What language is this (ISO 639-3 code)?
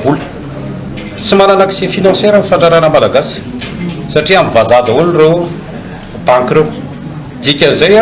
mlg